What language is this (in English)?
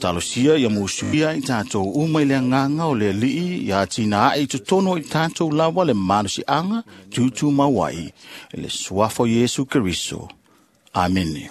Samoan